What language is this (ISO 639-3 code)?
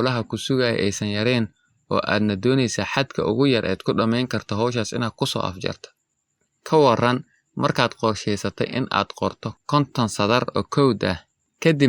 som